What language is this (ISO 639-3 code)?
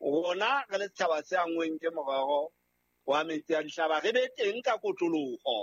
sot